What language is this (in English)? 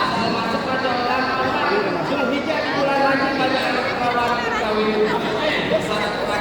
Betawi